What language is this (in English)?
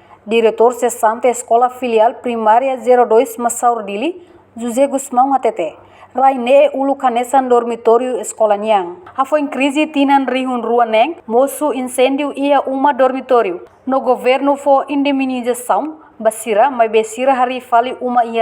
Tetum